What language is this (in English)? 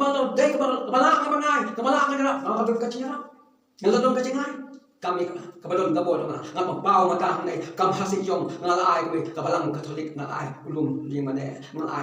Khasi